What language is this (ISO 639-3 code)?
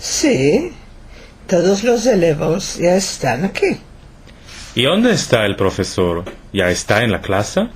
lad